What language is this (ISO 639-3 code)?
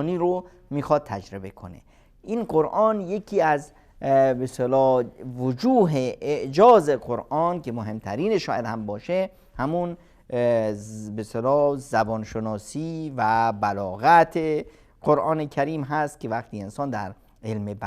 fas